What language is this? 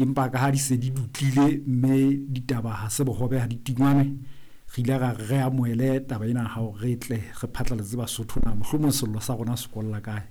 Southern Sotho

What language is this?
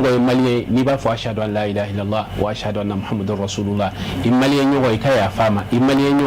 Bambara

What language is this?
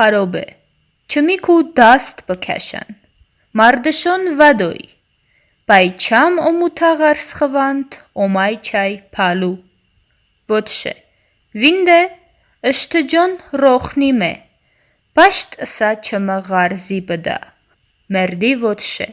Talysh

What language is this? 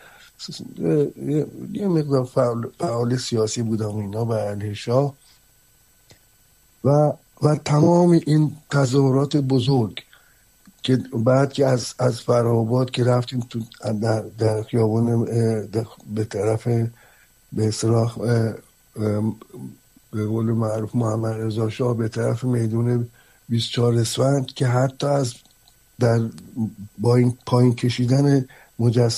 Persian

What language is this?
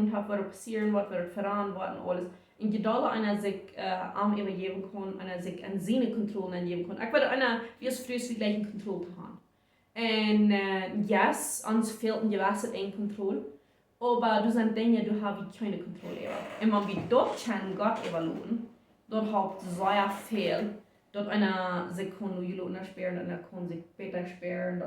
Plautdietsch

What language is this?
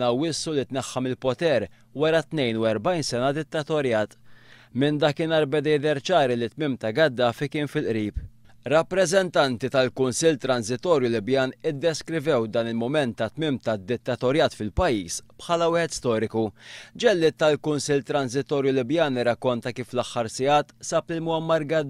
Maltese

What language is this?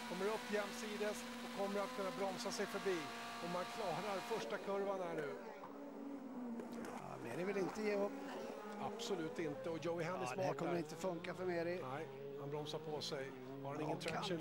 Swedish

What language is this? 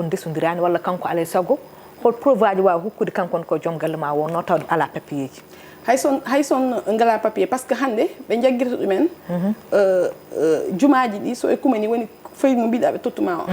Fula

